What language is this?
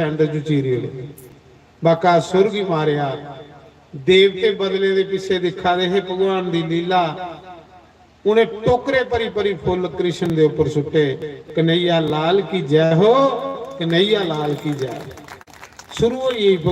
Dogri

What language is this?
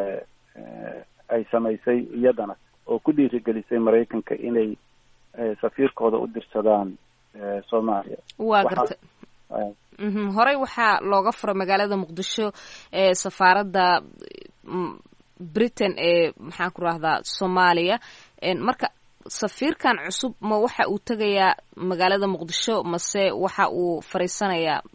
Somali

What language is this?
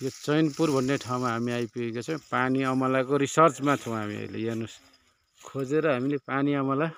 Nepali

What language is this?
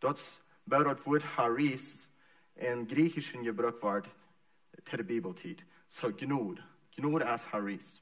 Plautdietsch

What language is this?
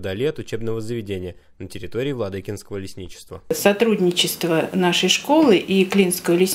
Russian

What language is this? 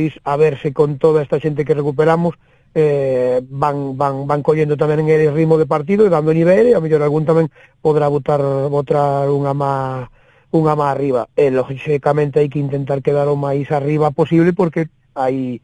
Galician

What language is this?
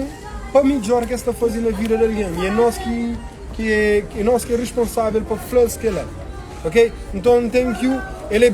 Kabuverdianu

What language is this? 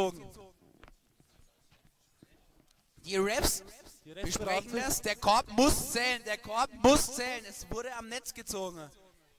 German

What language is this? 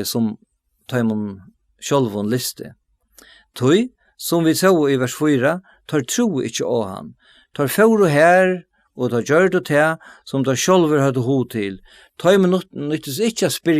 Faroese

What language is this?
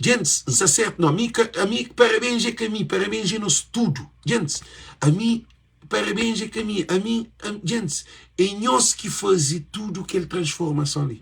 Kabuverdianu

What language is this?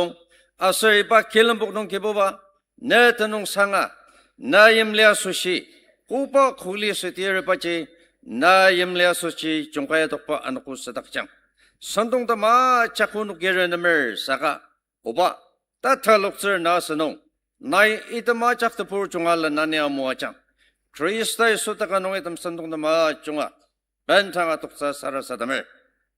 Ao Naga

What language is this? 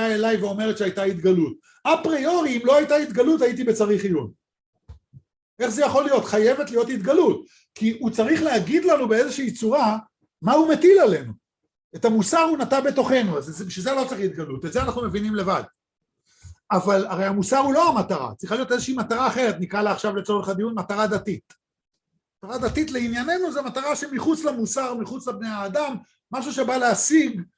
Hebrew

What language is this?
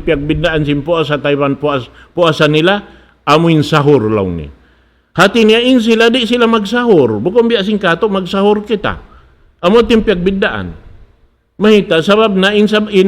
Tausug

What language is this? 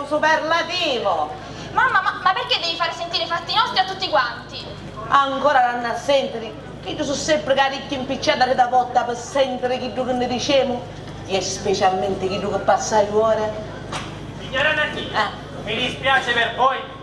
Sicilian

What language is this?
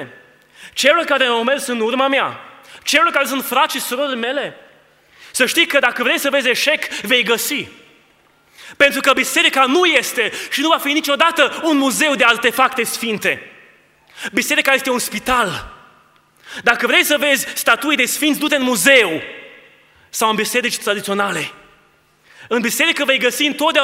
Romanian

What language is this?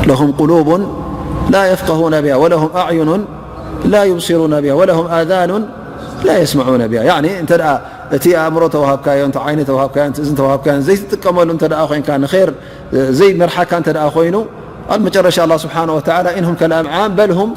Tigrinya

